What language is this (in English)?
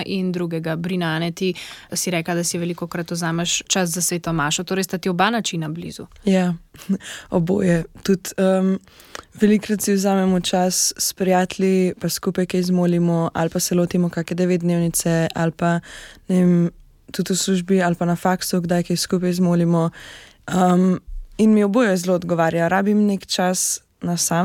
Slovenian